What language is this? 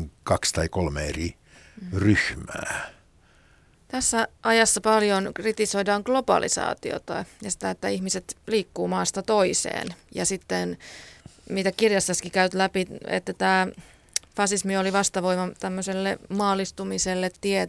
Finnish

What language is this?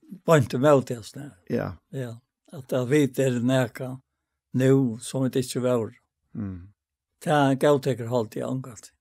Faroese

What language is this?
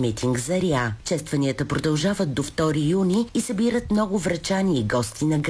Bulgarian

